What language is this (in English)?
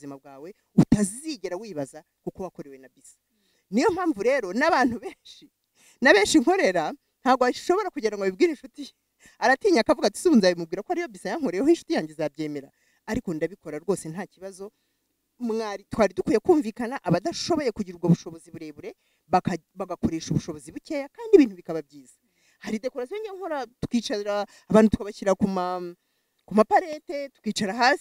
Kinyarwanda